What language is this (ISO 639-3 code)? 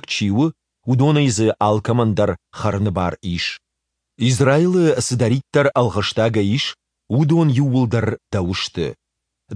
oss